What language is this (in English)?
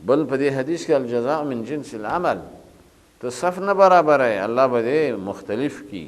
Pashto